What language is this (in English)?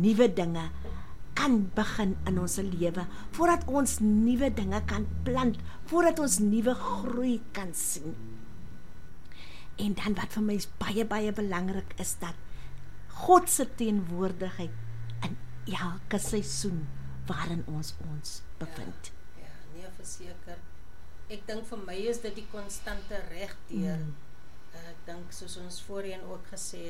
Afrikaans